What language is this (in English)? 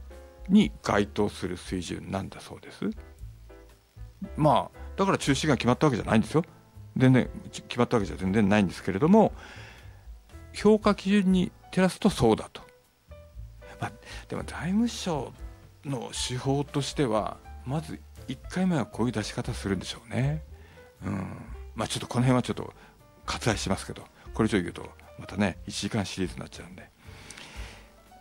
Japanese